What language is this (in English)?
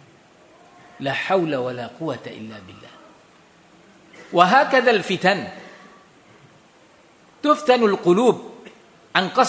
Indonesian